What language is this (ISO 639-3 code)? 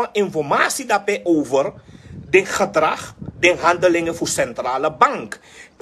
srn